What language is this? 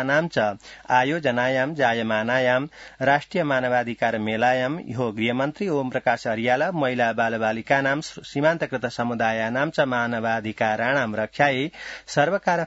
Sanskrit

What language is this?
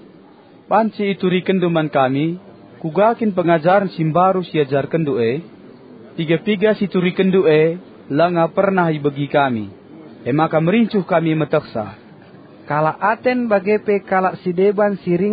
Batak Karo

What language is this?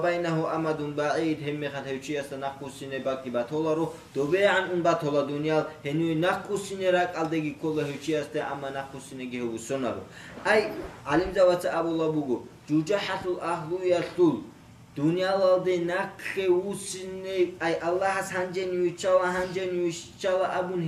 Avaric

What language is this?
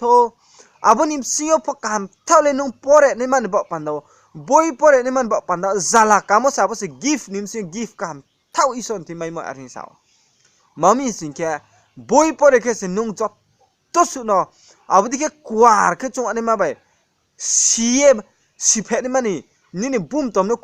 Riang (India)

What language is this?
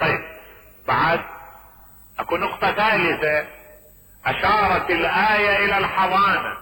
Mesopotamian Arabic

